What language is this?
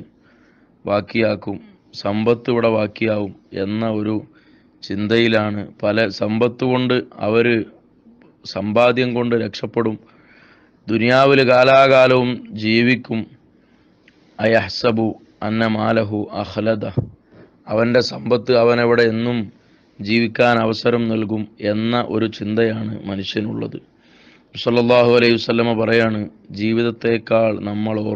Malayalam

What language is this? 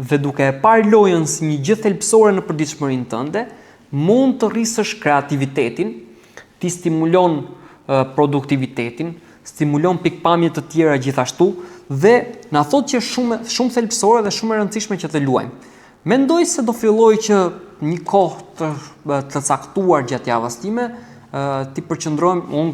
Albanian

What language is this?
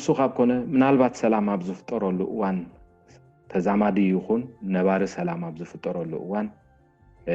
Tigrinya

